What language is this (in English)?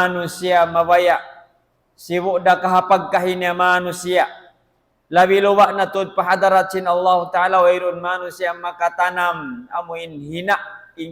Tausug